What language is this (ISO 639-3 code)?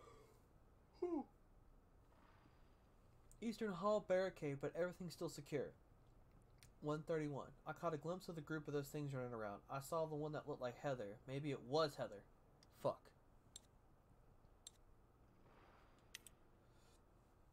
eng